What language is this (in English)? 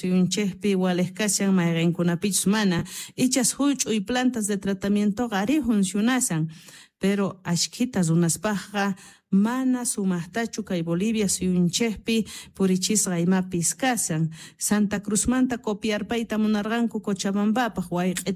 South Bolivian Quechua